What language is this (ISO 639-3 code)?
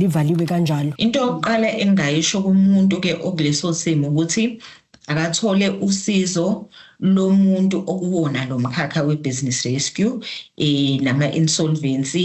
zul